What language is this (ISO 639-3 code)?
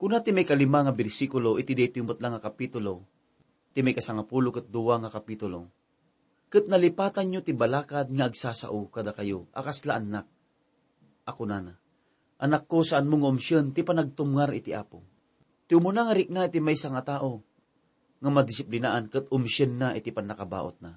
ilo